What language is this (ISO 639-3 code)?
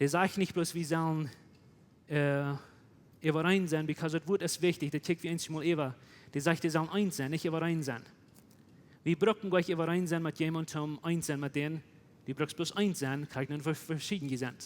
pdt